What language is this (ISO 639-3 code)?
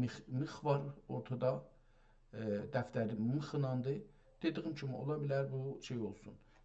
azb